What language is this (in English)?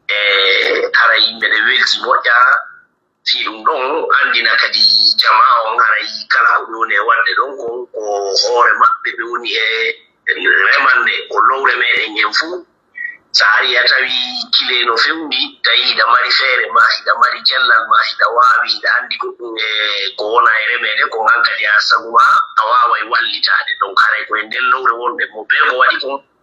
Pular